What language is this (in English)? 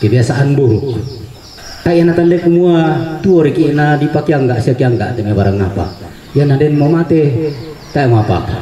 Toraja-Sa'dan